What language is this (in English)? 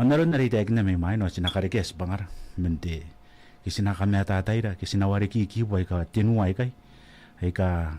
Gilbertese